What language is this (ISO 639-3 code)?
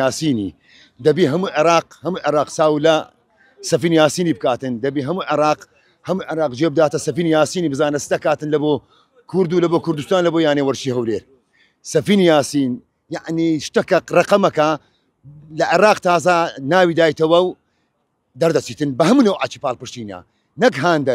ckb